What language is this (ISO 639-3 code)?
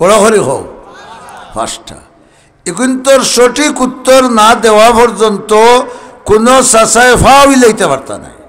syl